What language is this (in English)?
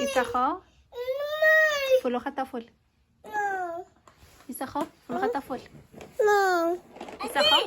Tswana